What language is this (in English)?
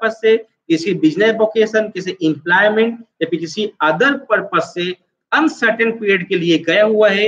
Hindi